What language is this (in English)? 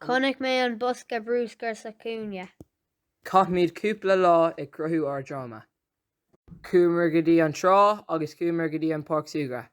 Irish